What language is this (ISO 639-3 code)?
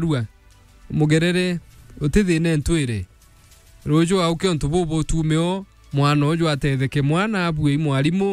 mer